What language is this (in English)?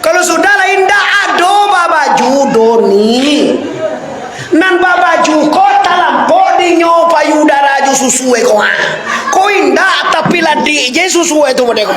Minangkabau